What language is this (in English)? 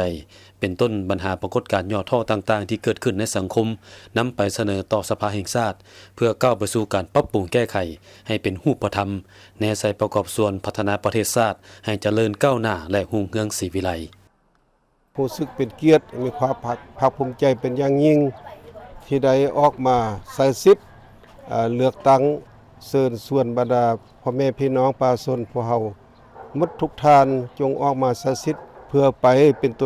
Lao